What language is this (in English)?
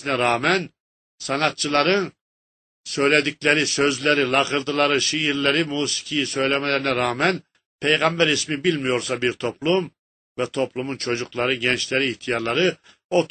Turkish